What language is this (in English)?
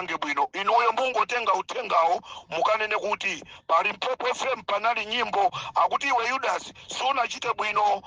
Nyanja